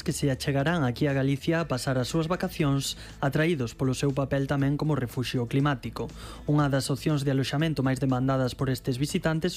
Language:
Galician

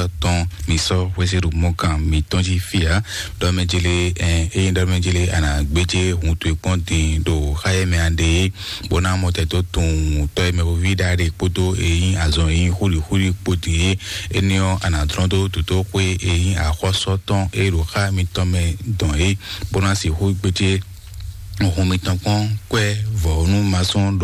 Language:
Fon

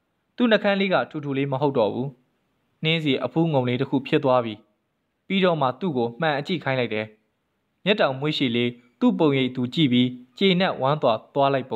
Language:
Burmese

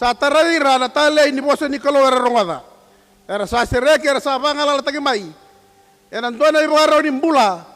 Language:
Fijian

